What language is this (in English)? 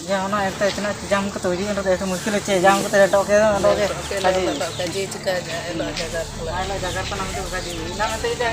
Ho